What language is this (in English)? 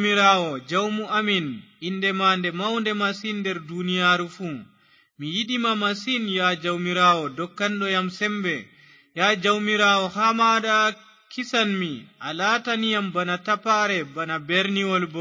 Fula